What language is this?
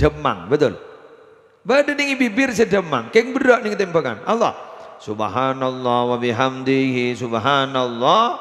Madurese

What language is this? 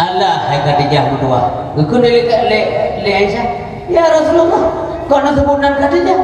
Achinese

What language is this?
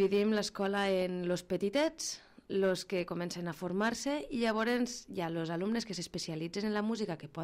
Catalan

